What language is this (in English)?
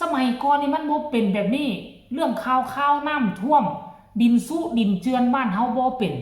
Northeastern Thai